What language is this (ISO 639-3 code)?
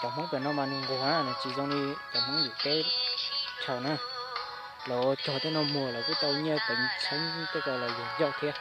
hmn